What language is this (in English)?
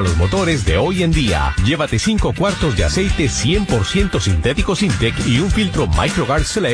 Spanish